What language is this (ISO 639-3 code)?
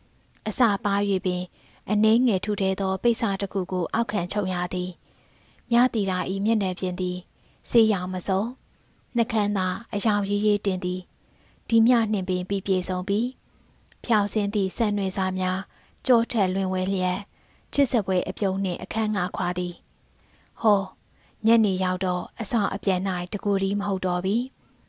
mya